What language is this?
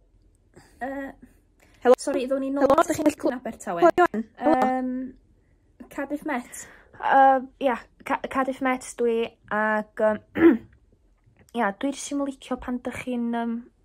Welsh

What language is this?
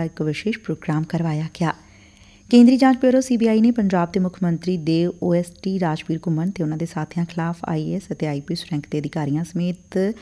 Punjabi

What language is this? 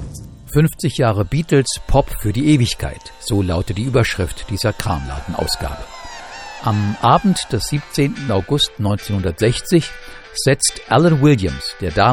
German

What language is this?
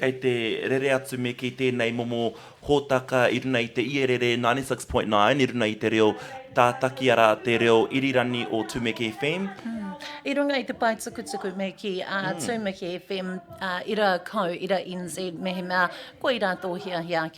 Māori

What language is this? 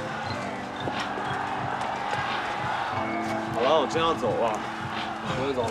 Chinese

